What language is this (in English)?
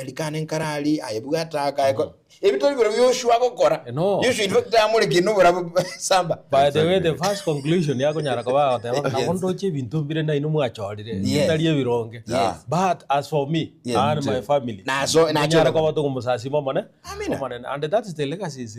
Gusii